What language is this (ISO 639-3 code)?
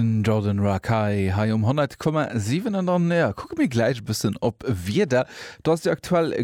ltz